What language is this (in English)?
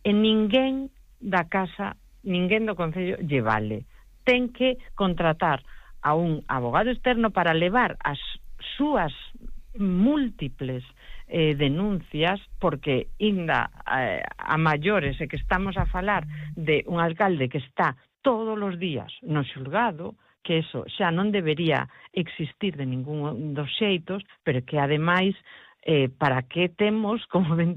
Galician